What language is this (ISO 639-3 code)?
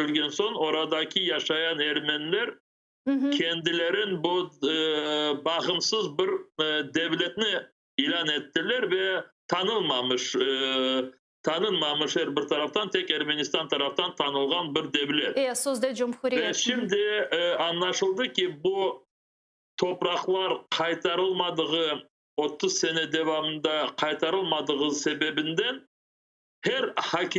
crh